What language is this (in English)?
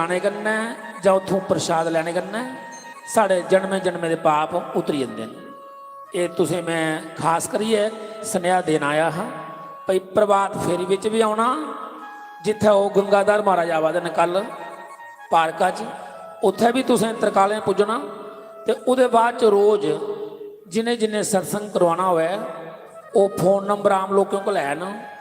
Dogri